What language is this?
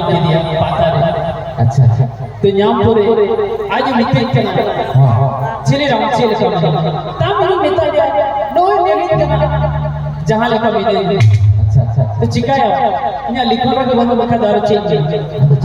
Santali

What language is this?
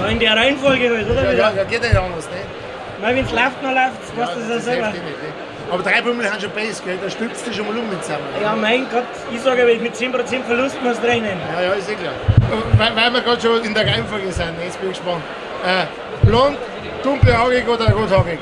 Bavarian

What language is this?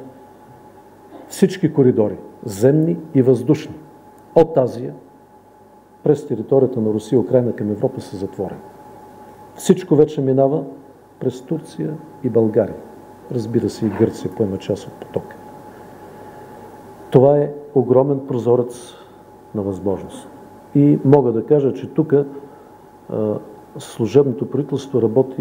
Bulgarian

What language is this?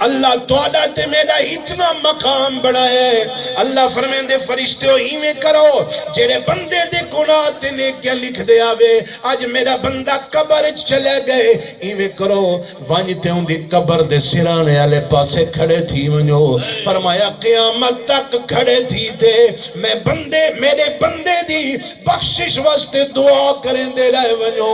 Saraiki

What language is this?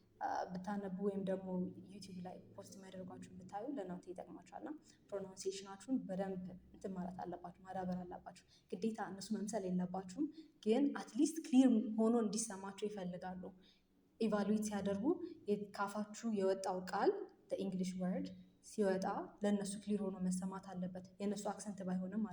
Amharic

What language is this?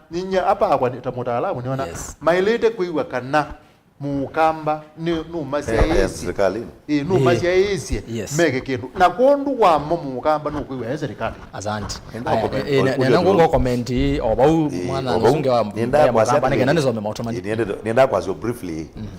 Kamba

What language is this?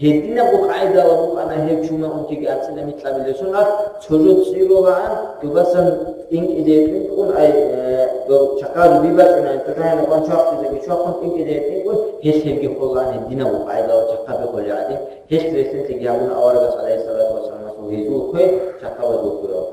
Avaric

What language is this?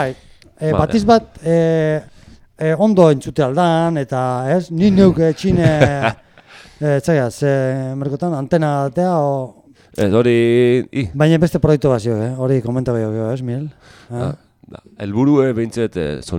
Basque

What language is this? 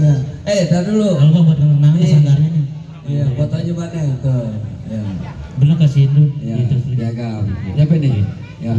Betawi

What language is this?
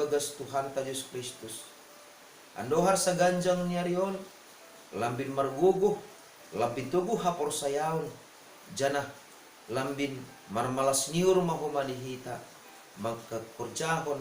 Batak Simalungun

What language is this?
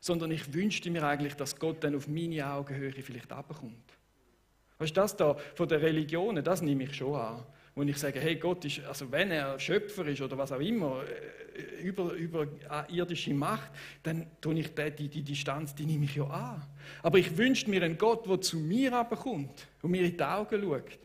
Swiss German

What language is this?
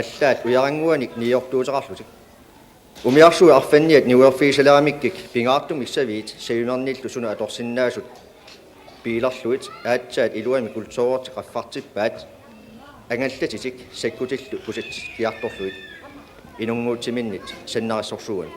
Kalaallisut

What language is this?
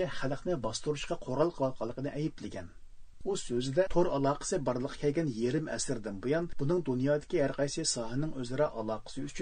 Uyghur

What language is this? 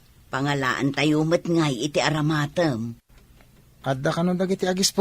Iloko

